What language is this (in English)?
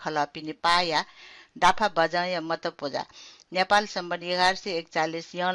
Newari